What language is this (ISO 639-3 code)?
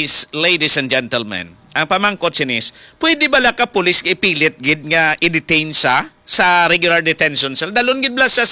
hil